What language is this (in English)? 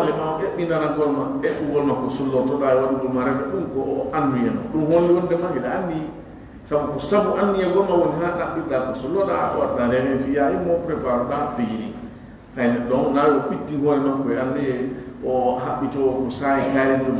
Fula